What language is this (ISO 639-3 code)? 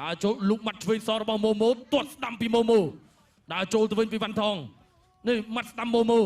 khm